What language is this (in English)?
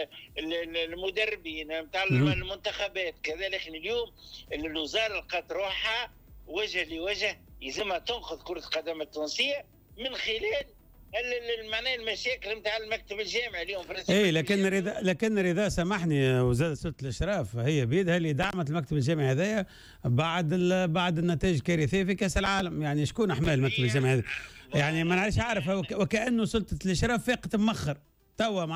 Tunisian Arabic